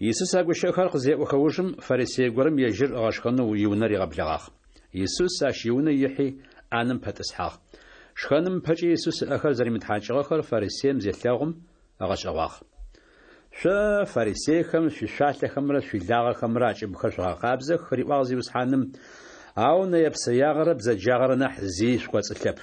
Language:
Adyghe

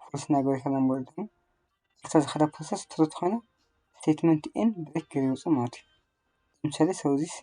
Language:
Tigrinya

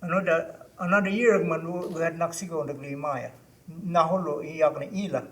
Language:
Choctaw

